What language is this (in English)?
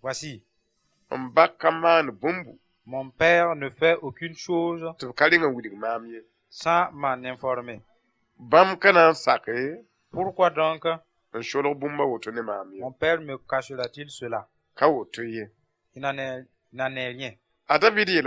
Mossi